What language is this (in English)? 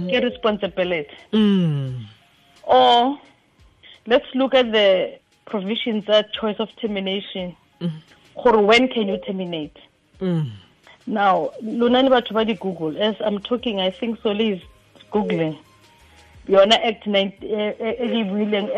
Tswana